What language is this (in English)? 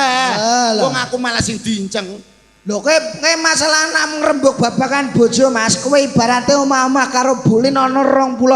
Javanese